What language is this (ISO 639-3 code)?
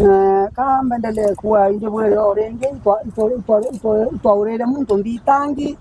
mer